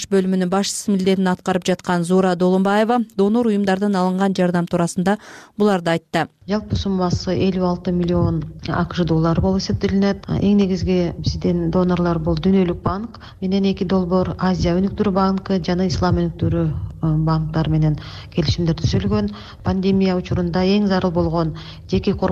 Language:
Kyrgyz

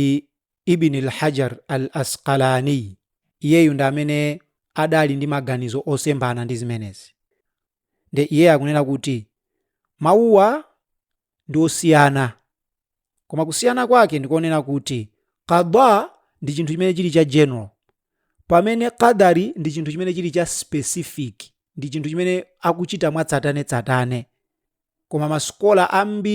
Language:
Nyanja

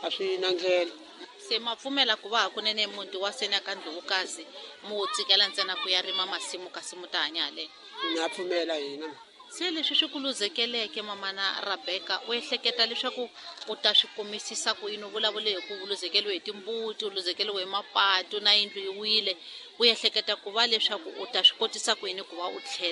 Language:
Tsonga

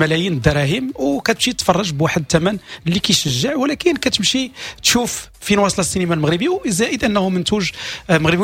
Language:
Moroccan Arabic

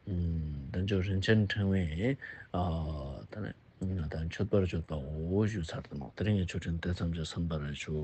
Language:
Ladakhi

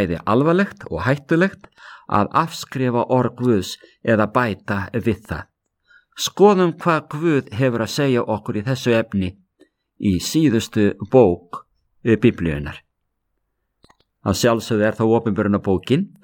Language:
Icelandic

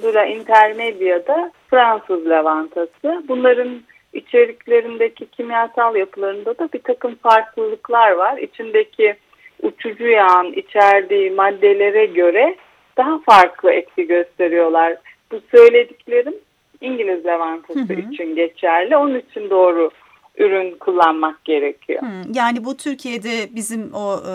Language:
Turkish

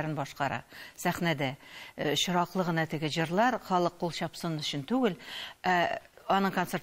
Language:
Tatar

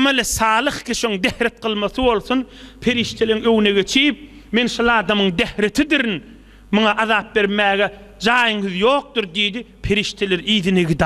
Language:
Turkmen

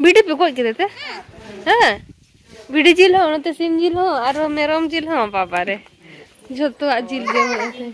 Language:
Santali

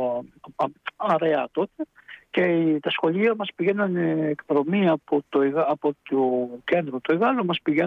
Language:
Greek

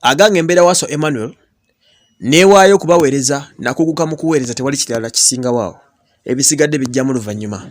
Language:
Ganda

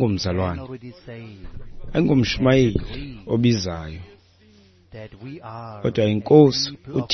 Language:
Xhosa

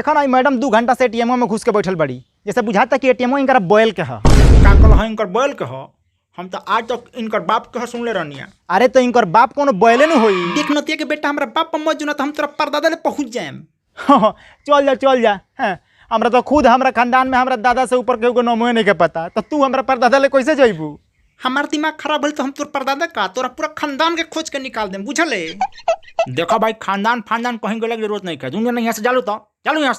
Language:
Bhojpuri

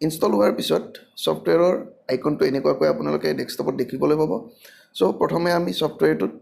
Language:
Assamese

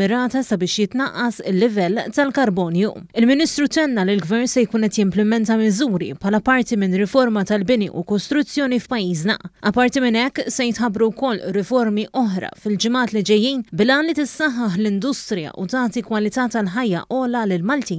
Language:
Maltese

